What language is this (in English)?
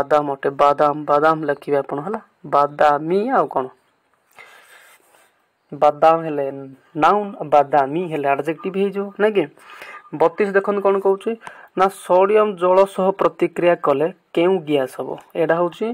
Odia